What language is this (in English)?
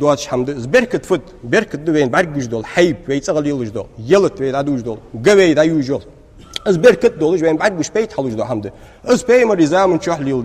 Ingush